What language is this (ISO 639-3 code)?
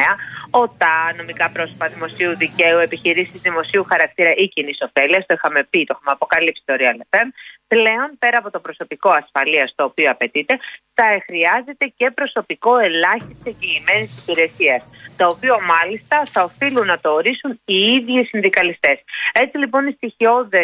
ell